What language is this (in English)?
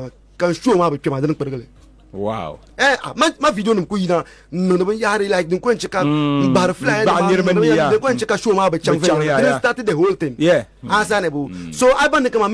Dagbani